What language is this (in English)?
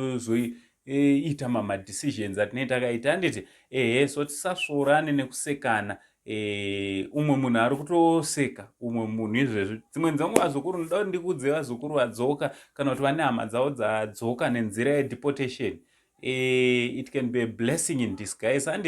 Shona